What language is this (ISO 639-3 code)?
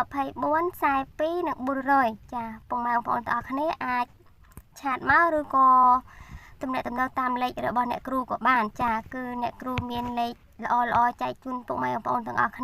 khm